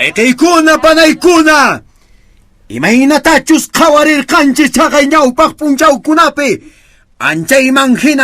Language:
Quechua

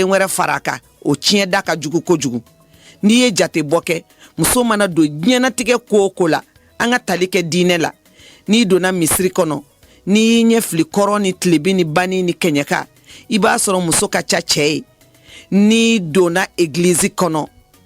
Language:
Bambara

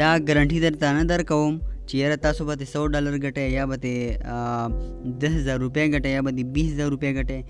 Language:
Pashto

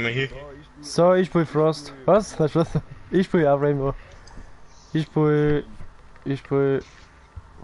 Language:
Bavarian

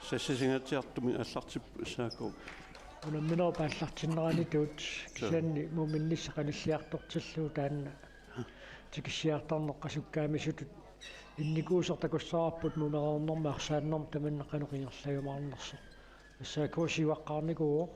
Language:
Kalaallisut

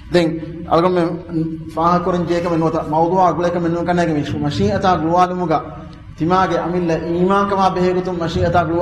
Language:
Divehi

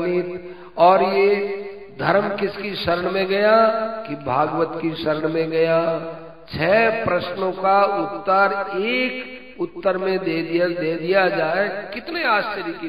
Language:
Hindi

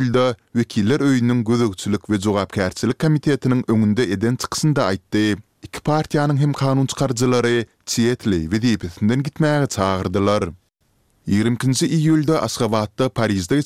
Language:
Turkmen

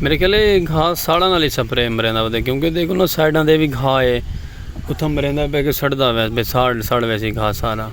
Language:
Saraiki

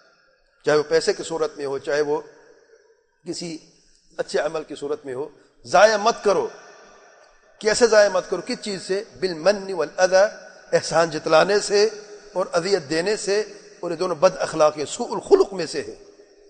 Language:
Urdu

